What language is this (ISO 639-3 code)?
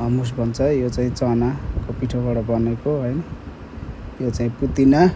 nep